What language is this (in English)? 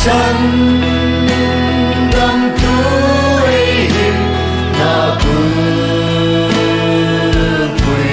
Hmar